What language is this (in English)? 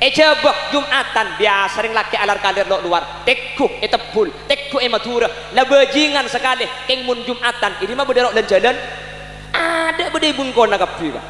Madurese